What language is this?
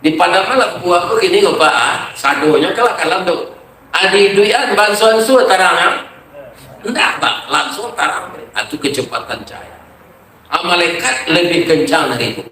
Minangkabau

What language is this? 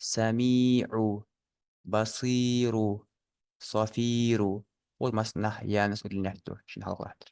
Ingush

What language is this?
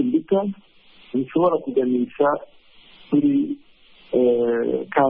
Kinyarwanda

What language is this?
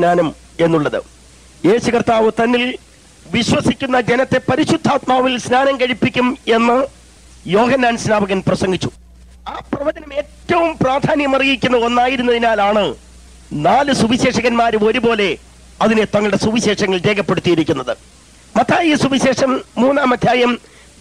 Malayalam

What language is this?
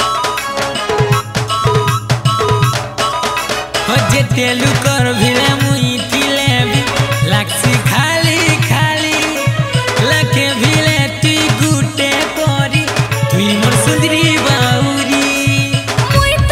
Sambalpuri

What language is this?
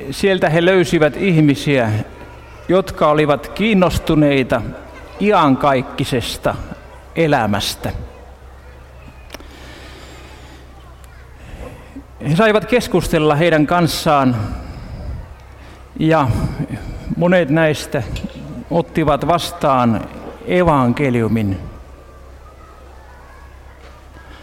Finnish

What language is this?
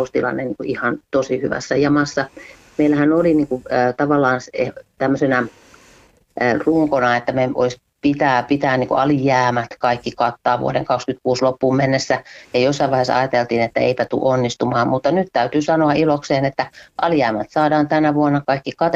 Finnish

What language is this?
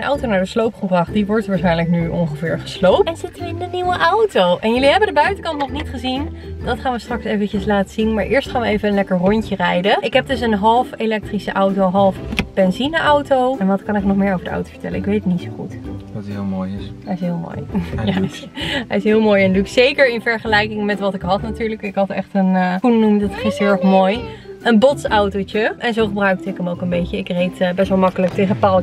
Dutch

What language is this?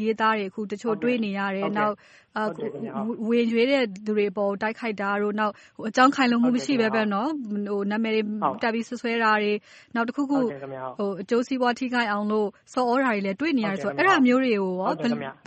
Burmese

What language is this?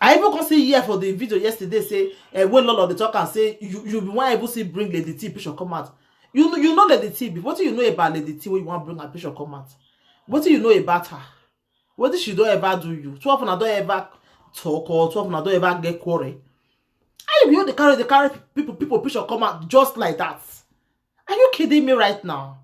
Nigerian Pidgin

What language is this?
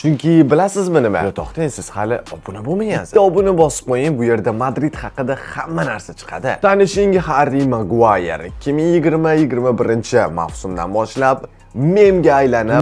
Uzbek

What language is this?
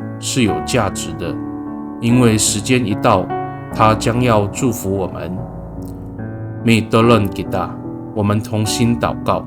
Amis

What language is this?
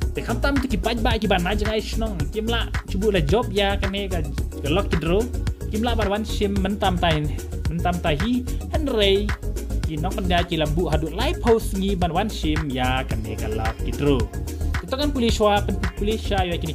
Khasi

